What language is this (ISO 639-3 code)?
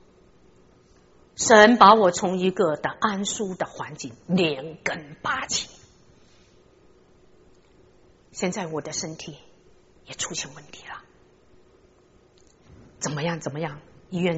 zho